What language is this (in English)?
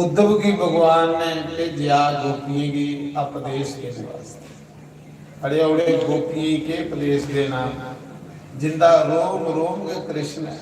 Dogri